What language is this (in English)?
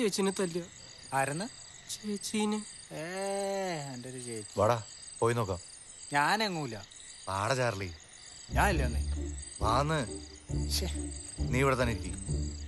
Malayalam